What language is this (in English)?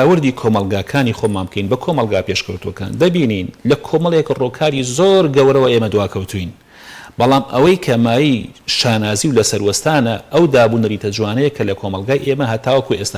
Central Kurdish